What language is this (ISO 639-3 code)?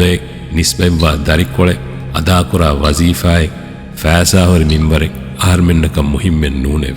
div